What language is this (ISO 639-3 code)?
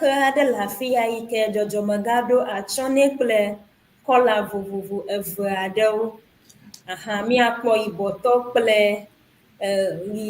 ewe